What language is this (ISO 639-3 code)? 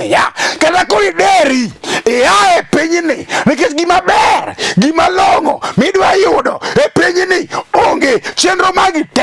luo